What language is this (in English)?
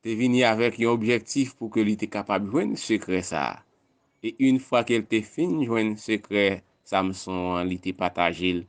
Haitian Creole